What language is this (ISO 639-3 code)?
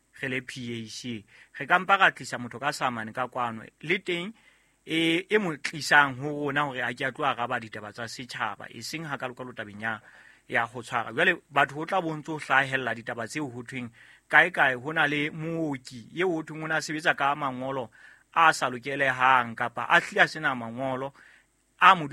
sot